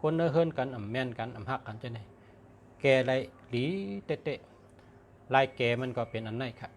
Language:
Shan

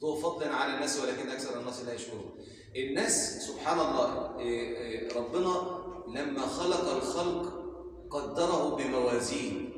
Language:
Egyptian Arabic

